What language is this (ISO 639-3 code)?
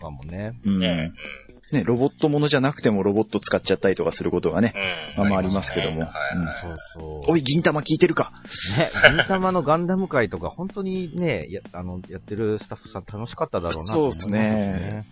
jpn